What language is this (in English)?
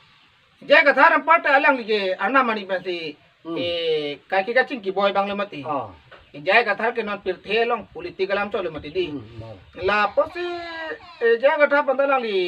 Karbi